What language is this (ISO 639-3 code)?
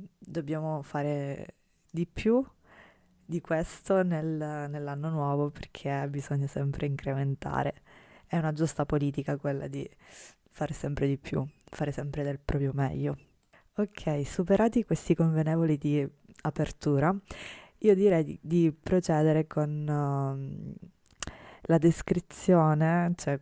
ita